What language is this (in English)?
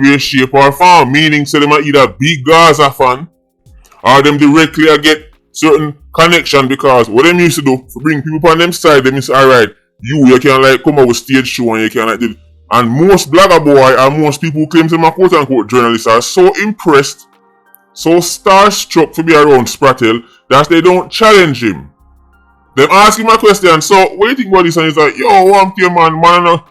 Jamaican Creole English